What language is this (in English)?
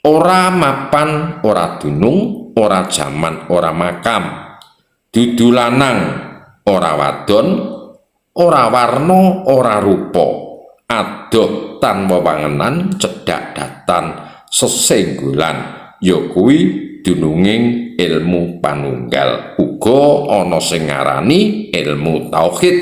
Javanese